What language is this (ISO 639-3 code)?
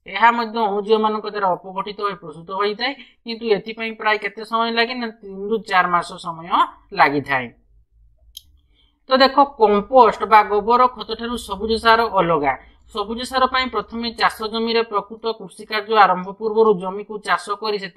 ori